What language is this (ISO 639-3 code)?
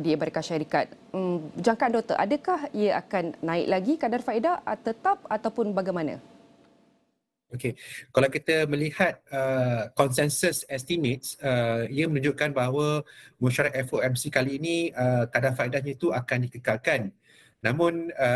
msa